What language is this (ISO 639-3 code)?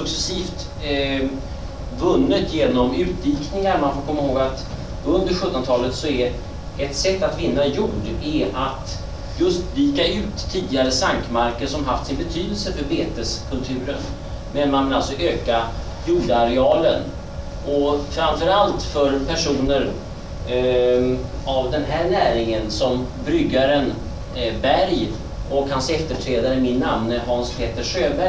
swe